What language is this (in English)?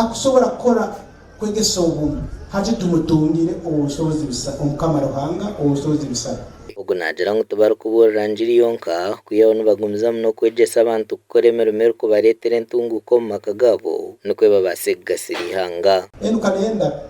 Nyankole